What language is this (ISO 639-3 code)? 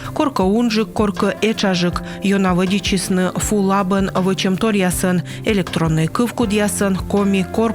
kom